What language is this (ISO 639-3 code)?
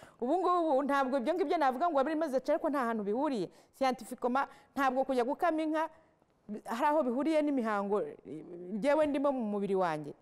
kin